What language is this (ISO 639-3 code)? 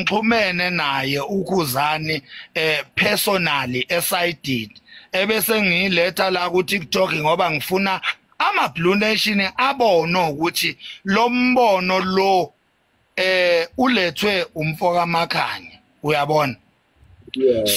zul